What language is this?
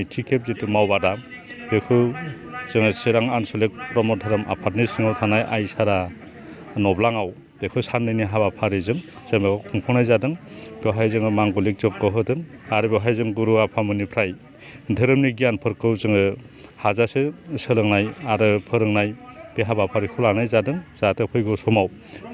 Bodo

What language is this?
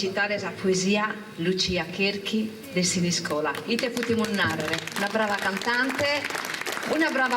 Sardinian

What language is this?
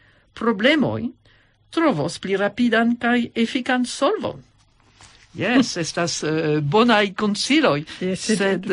Esperanto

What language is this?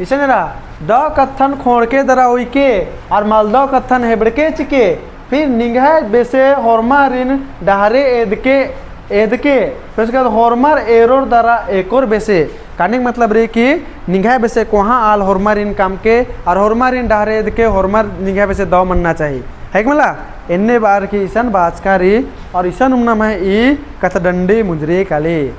Kurukh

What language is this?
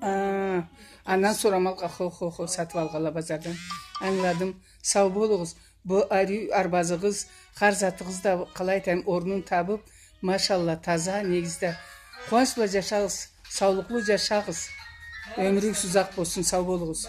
Karachay-Balkar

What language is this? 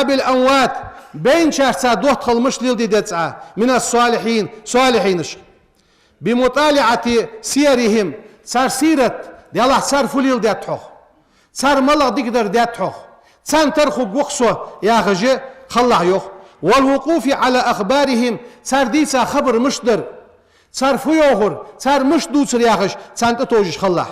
Ingush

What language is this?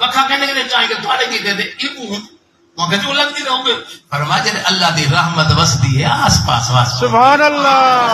Saraiki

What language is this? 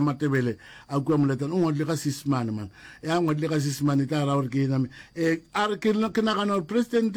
Northern Sotho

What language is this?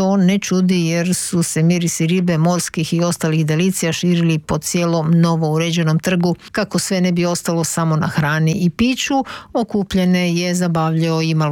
Croatian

